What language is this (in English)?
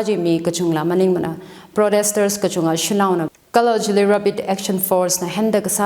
Tangkhul Naga (India)